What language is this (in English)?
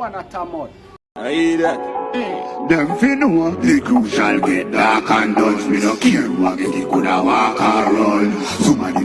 Jamaican Creole English